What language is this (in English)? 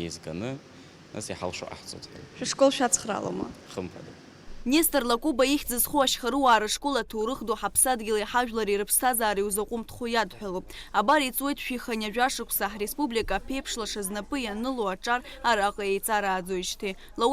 Abkhazian